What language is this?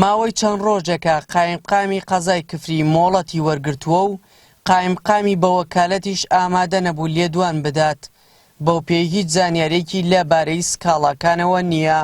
Central Kurdish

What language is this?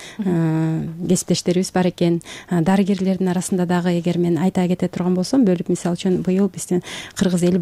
Kyrgyz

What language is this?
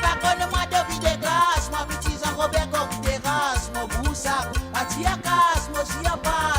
Morisyen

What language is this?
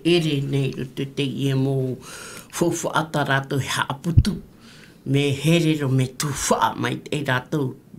Tahitian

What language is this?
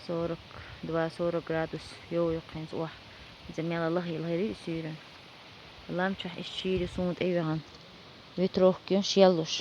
Chechen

